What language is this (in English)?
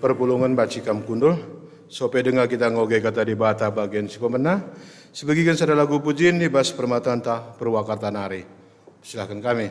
Batak Karo